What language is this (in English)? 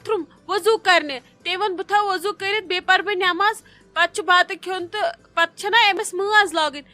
Kashmiri